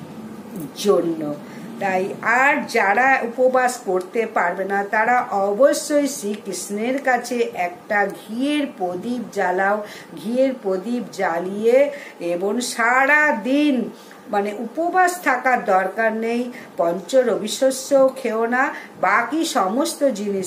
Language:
Bangla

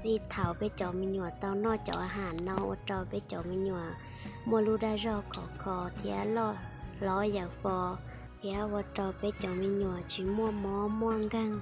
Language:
Hmong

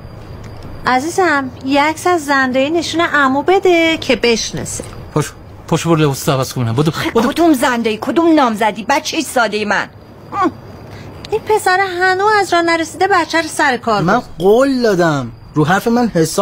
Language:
Persian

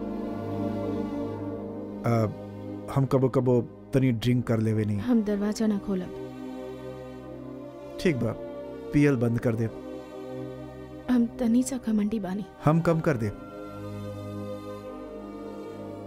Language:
Bhojpuri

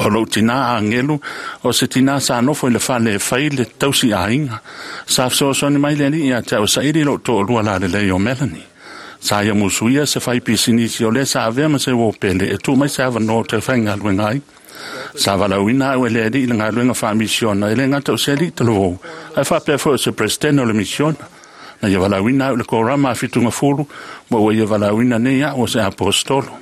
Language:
Samoan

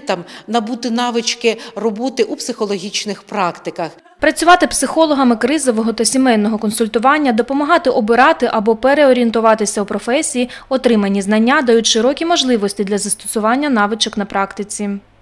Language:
Ukrainian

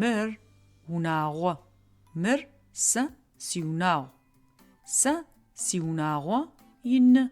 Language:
Adyghe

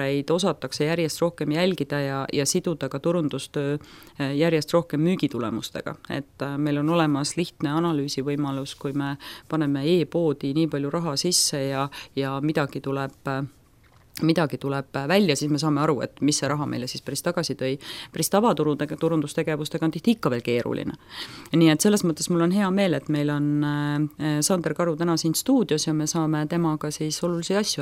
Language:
Estonian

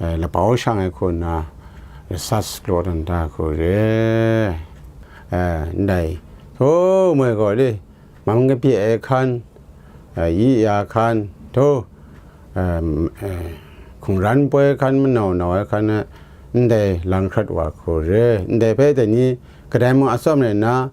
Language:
Kachin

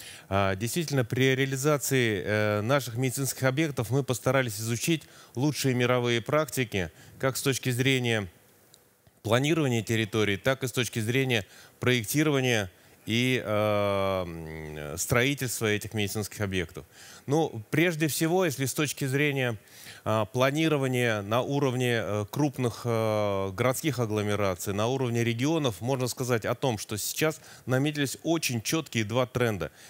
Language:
Russian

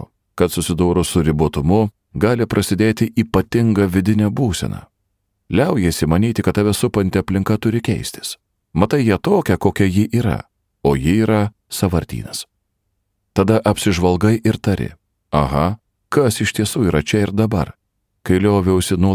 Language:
Lithuanian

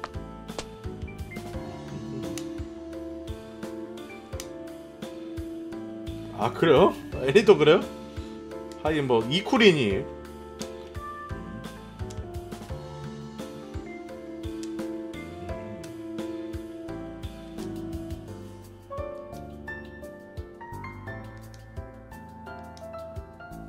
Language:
Korean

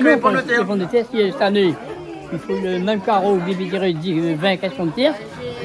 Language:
Réunion Creole French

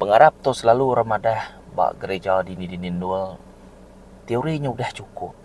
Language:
Iban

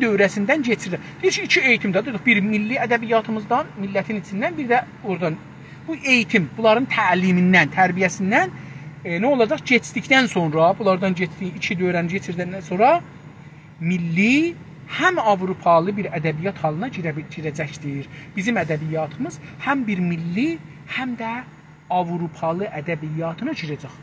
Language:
South Azerbaijani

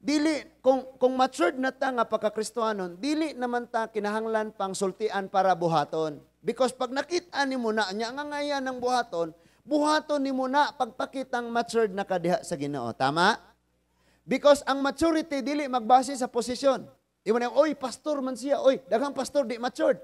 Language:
Cebuano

